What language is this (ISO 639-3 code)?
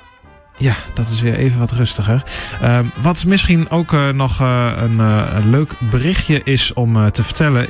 nld